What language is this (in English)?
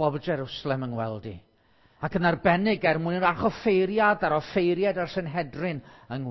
Welsh